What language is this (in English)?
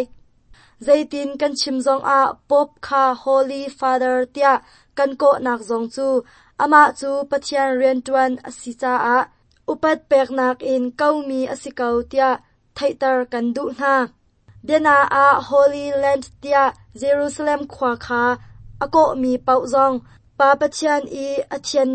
Hakha Chin